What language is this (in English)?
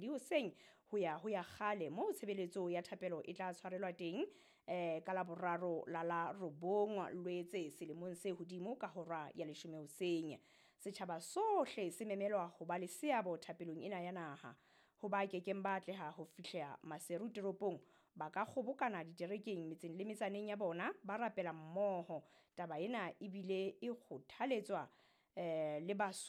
Southern Sotho